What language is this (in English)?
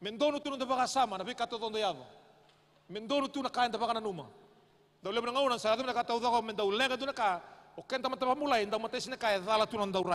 Fijian